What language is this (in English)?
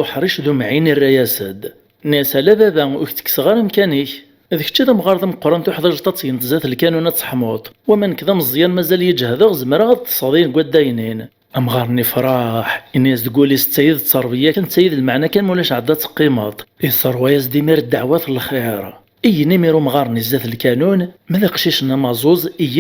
Kabyle